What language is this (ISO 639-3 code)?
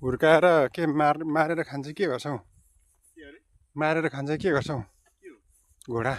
nep